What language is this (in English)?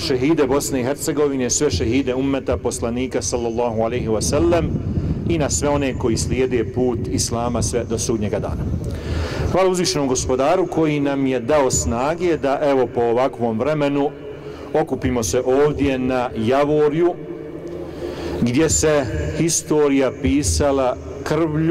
Bosnian